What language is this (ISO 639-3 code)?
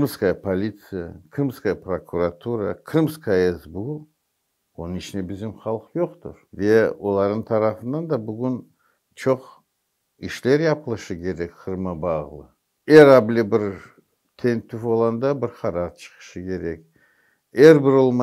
crh